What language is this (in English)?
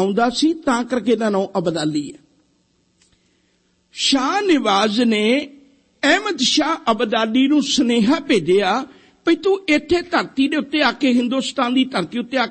Punjabi